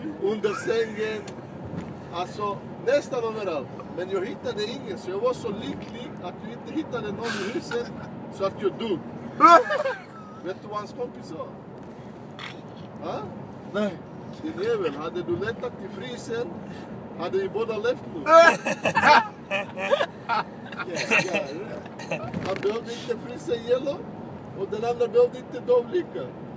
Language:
Swedish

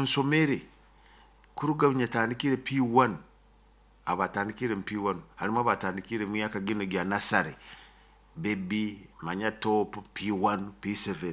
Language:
Nyoro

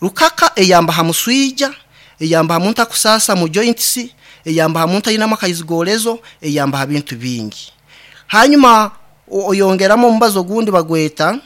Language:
Nyankole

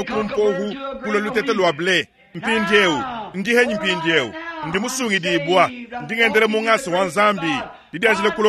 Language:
Luba-Lulua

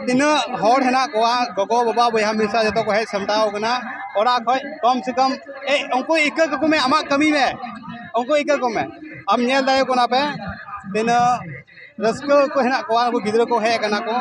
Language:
Santali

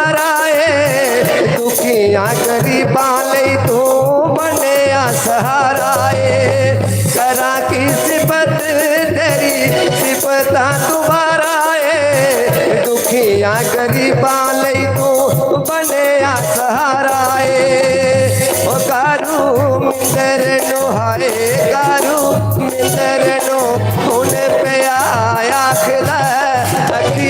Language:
Dogri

